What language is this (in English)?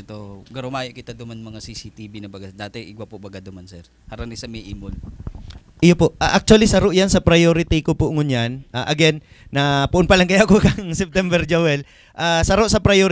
Bikol